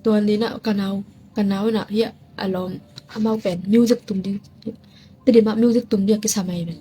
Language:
Tedim Chin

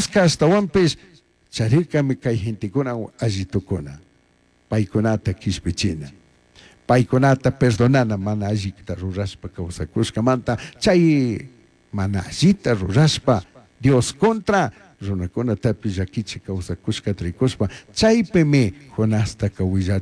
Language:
Chimborazo Highland Quichua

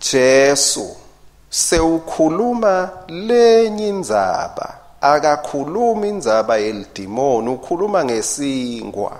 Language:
Swati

